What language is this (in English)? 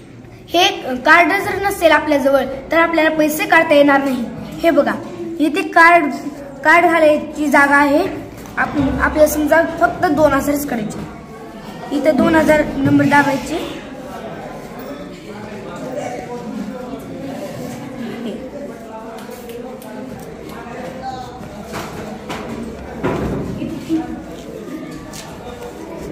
Marathi